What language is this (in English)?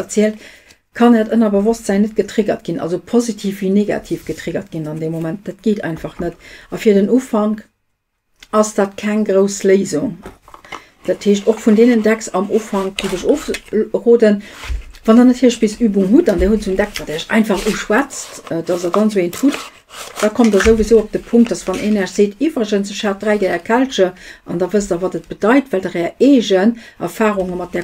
Luxembourgish